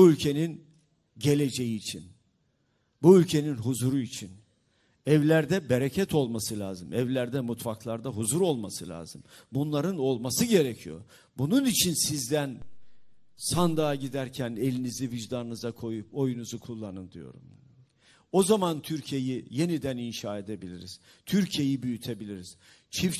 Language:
Turkish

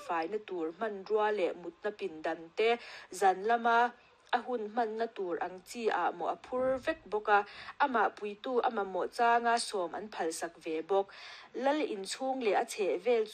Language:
Mizo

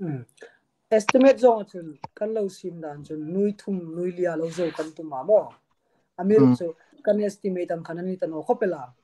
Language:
Hmar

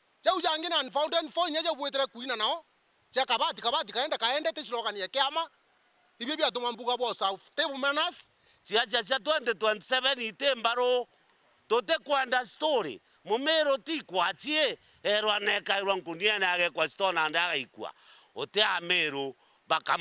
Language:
Meru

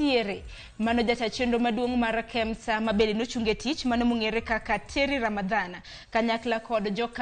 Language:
Luo (Kenya and Tanzania)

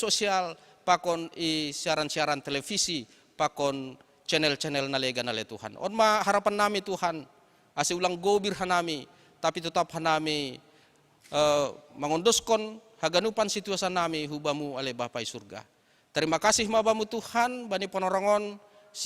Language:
Batak Simalungun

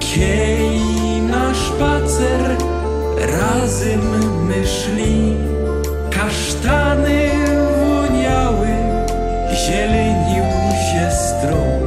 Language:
Silesian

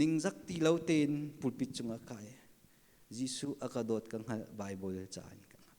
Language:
Hakha Chin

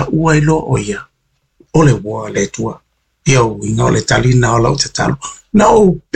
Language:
Samoan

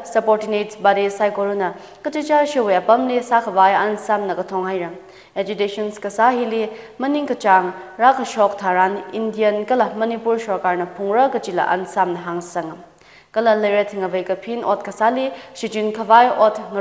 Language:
Tangkhul Naga (India)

